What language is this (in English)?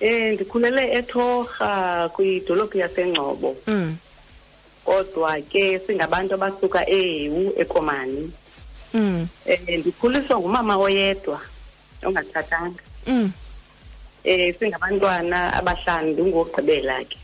Xhosa